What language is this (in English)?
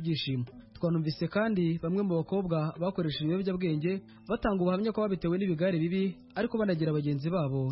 Kinyarwanda